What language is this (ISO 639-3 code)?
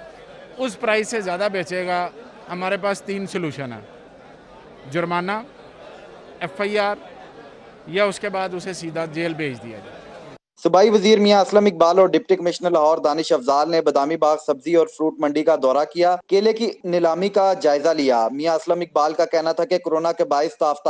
urd